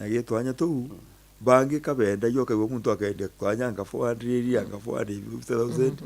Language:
Meru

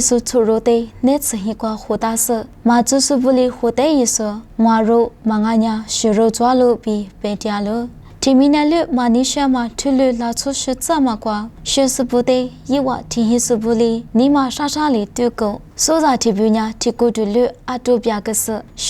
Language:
Lisu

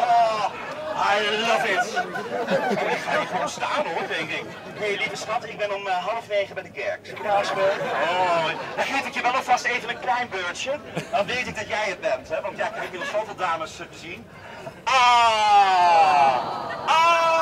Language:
Limburgish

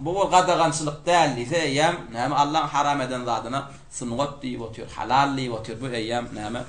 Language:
Turkmen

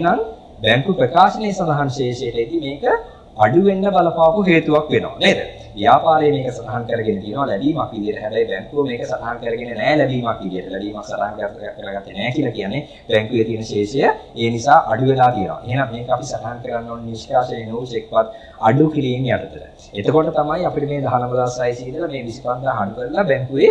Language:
Sinhala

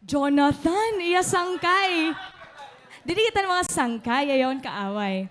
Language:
Waray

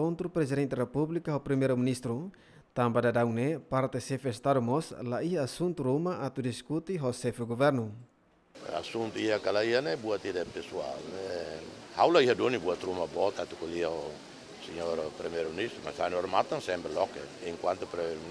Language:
Tetum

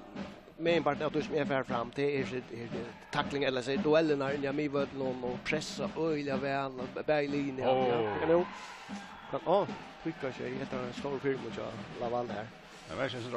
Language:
Faroese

